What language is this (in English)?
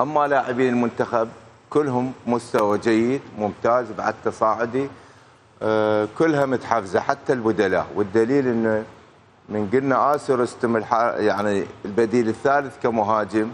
Mesopotamian Arabic